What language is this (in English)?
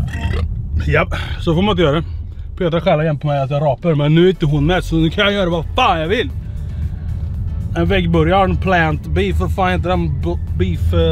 Swedish